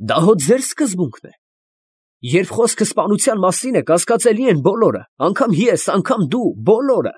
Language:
Armenian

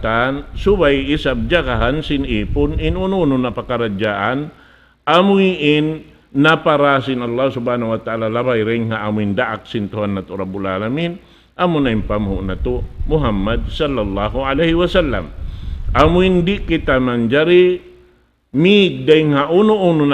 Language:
Tausug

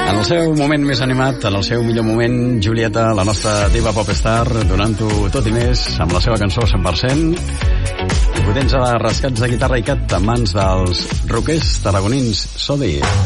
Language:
Catalan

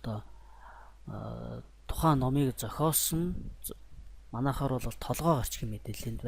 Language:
Mongolian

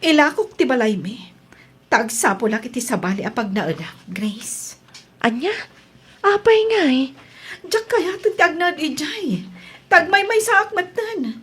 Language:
Iloko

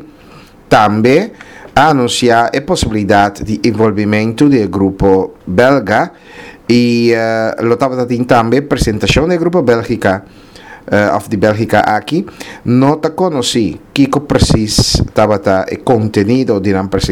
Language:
Papiamento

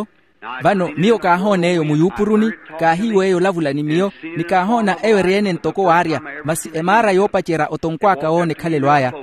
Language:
Makhuwa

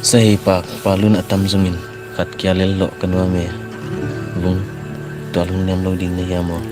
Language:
Paite Chin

